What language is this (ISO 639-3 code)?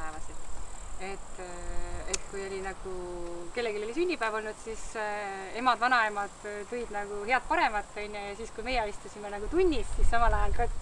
est